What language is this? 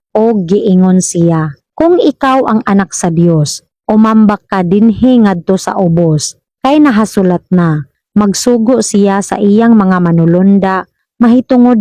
Cebuano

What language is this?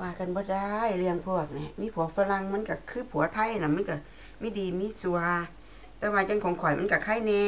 Northeastern Thai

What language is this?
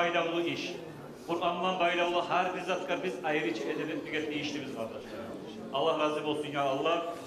Kumyk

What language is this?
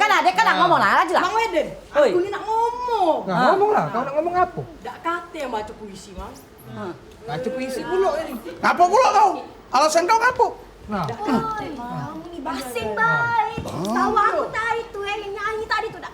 Musi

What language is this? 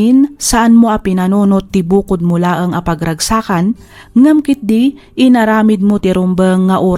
Iloko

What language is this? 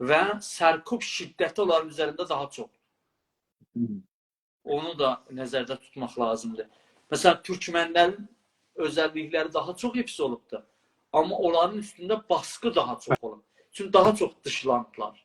South Azerbaijani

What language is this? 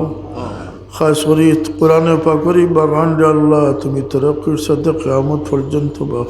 Sylheti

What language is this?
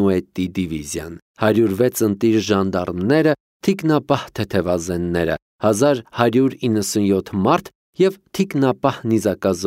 Armenian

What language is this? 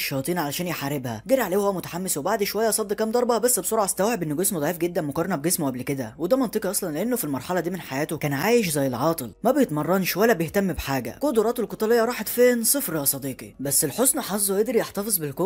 Egyptian Arabic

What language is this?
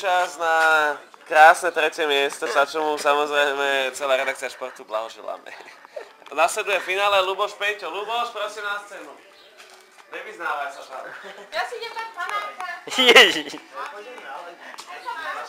Slovak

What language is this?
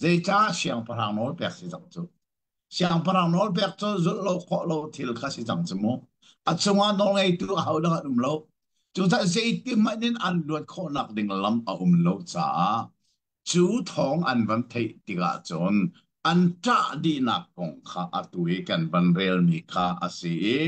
Hakha Chin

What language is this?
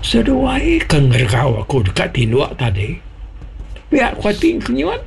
Iban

